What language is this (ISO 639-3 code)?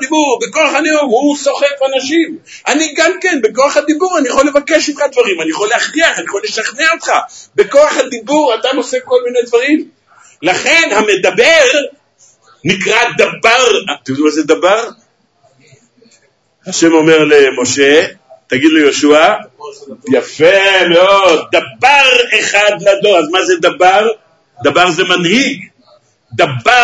heb